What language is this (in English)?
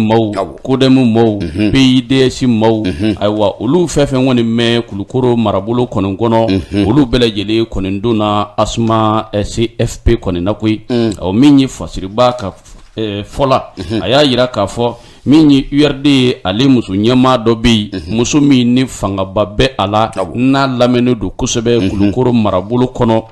Bambara